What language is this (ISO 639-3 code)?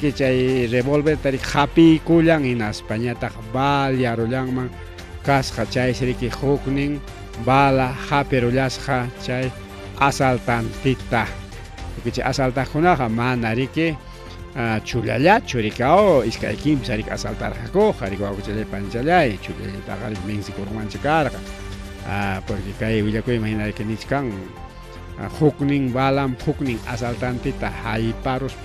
quy